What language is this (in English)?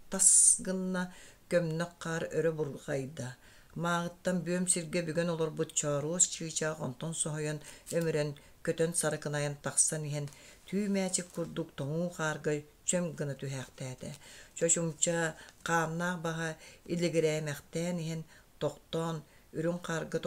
Yakut